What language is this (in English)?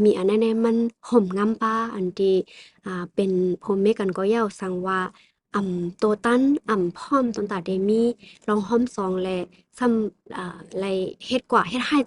Shan